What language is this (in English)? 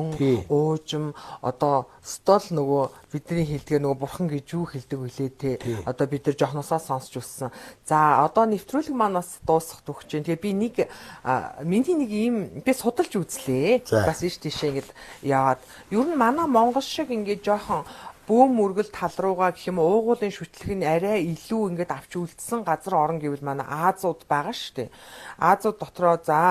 Mongolian